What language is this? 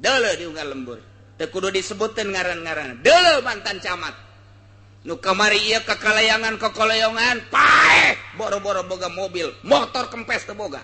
Sundanese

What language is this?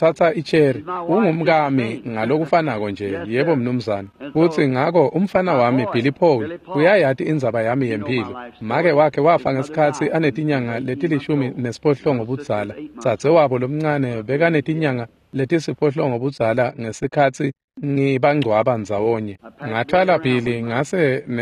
Swati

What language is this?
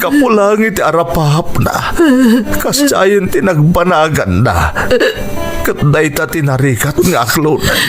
Iloko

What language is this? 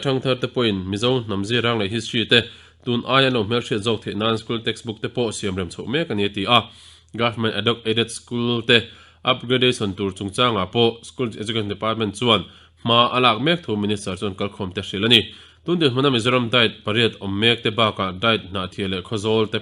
Mizo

